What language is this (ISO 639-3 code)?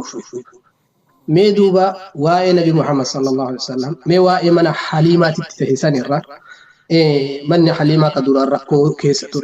orm